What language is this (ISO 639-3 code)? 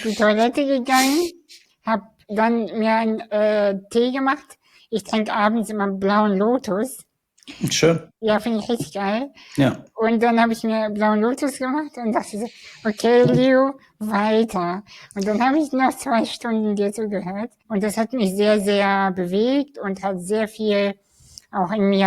deu